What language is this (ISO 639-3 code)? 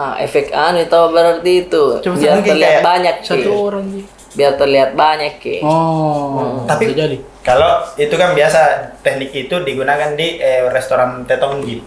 mfp